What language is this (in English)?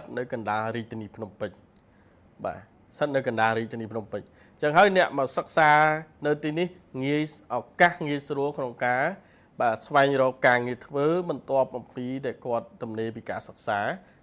Khmer